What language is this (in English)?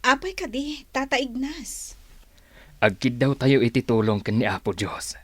Iloko